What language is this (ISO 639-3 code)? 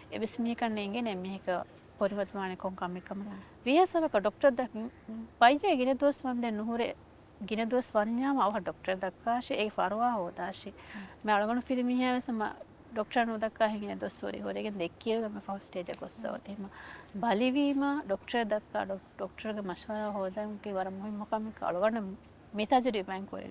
div